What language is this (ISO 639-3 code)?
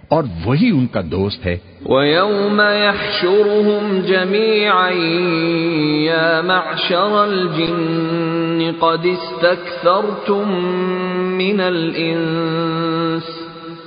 urd